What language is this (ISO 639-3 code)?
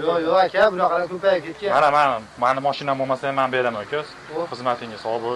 uzb